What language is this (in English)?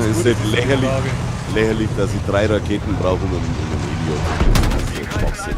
Bavarian